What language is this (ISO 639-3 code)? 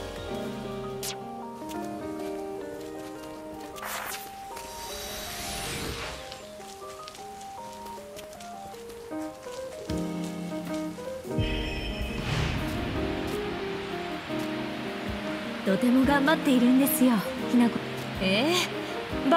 jpn